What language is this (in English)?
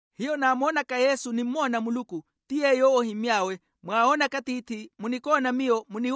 Makhuwa